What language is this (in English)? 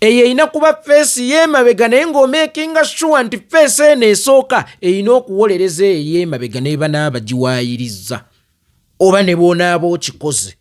Ganda